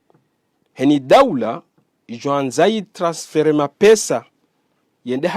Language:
Ngazidja Comorian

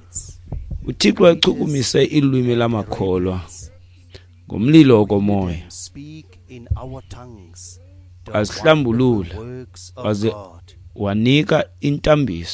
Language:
Xhosa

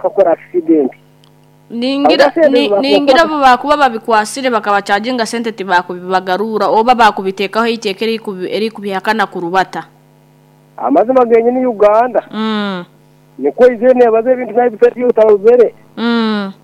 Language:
Nyoro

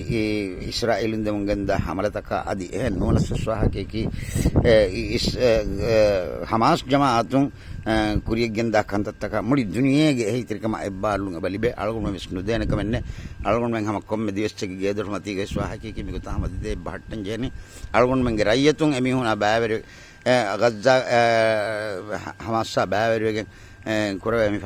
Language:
Divehi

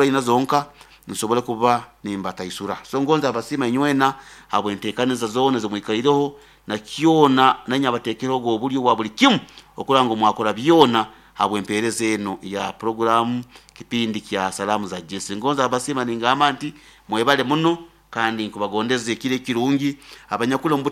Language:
Nyankole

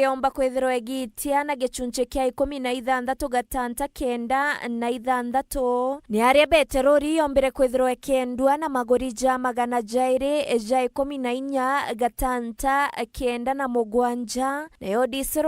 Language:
Meru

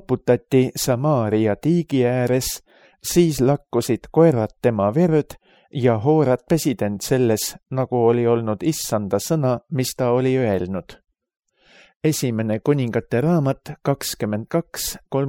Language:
Estonian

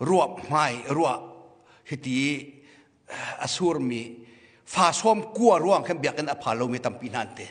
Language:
Hakha Chin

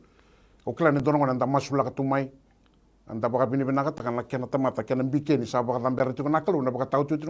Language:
Fijian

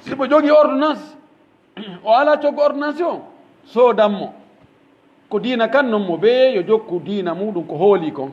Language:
Pular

